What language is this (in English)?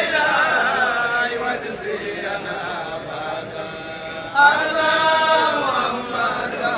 Fula